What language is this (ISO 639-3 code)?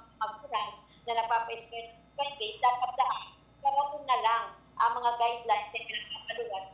bik